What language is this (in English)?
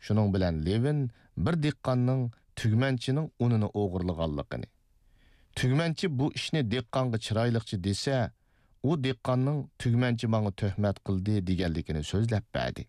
Uyghur